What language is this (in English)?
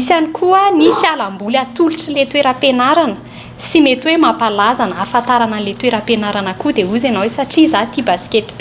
Malagasy